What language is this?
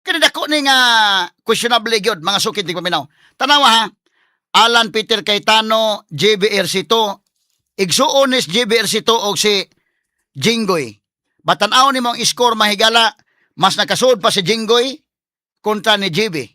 Cebuano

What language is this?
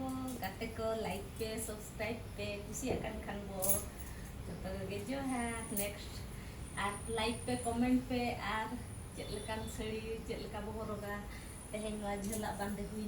Santali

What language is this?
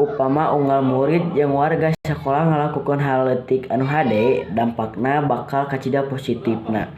Sundanese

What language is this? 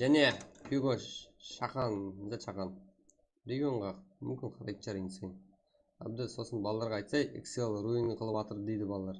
Kara-Kalpak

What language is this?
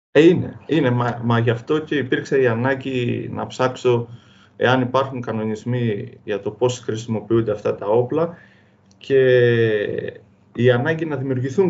Greek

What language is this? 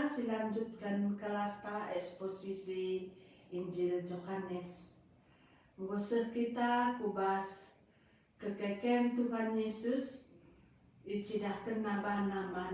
Batak Karo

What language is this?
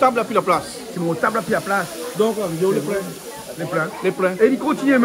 Réunion Creole French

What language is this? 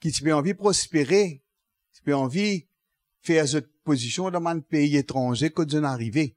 Morisyen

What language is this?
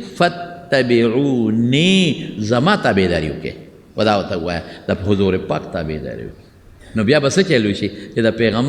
Pashto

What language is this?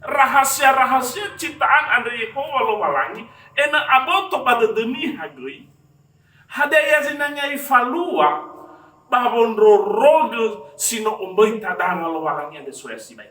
Nias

